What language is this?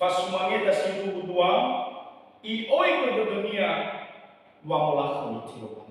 Nias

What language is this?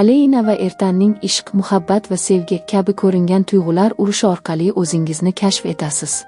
Uzbek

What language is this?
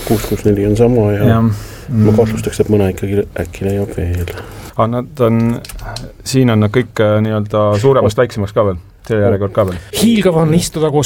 Estonian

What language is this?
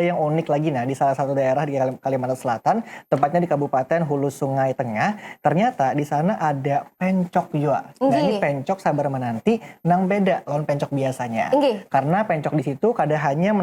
Banjar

